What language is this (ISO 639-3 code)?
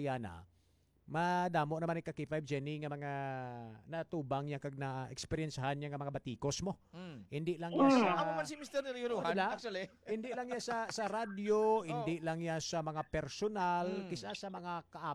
hil